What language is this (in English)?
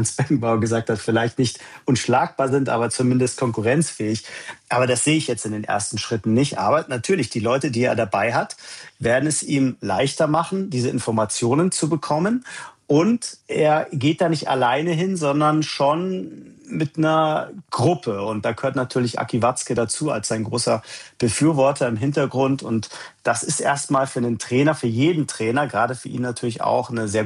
German